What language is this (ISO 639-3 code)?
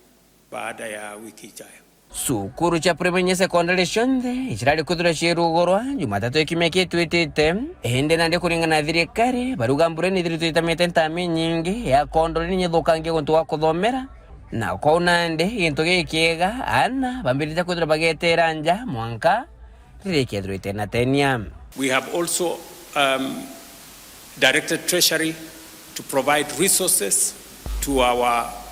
mer